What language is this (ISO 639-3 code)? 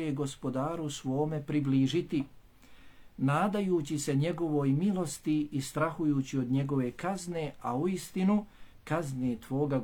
bos